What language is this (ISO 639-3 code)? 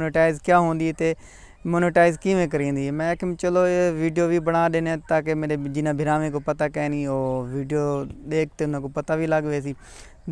skr